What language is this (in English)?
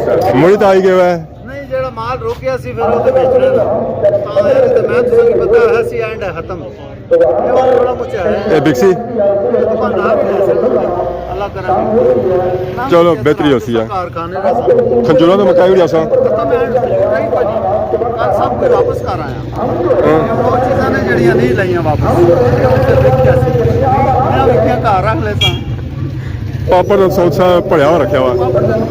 Pahari-Potwari